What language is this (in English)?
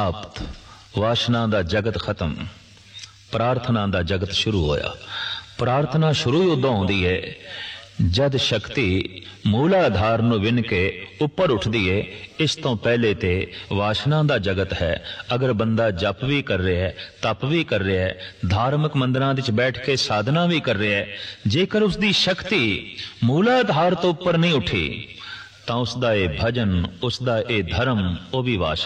Punjabi